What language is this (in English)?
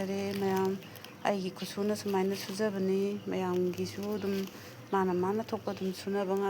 Manipuri